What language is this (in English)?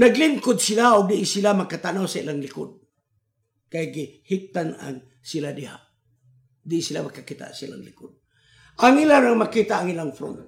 Cebuano